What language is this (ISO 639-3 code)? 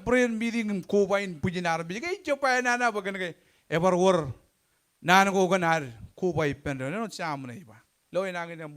mah